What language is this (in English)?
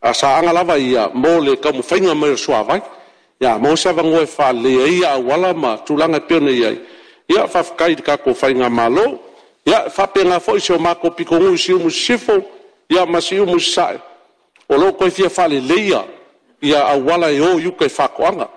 Samoan